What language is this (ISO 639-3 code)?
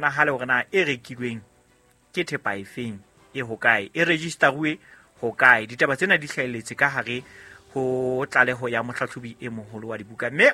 sot